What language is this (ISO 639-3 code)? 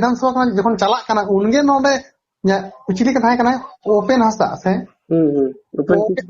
sat